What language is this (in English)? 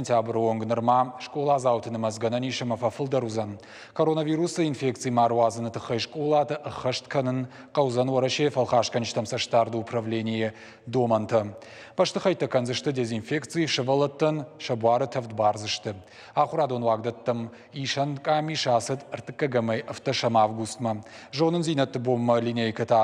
Ossetic